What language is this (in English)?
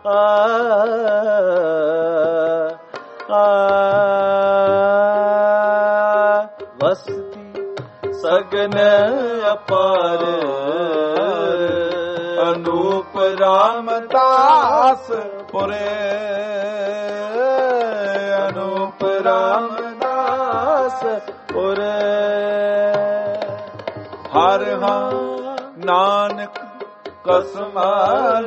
Punjabi